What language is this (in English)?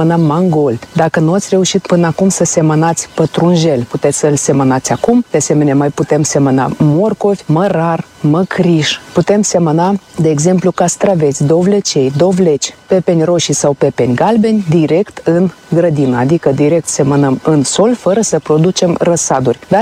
Romanian